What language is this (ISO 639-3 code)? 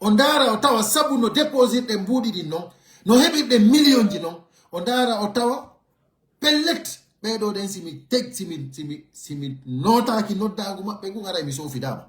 fuf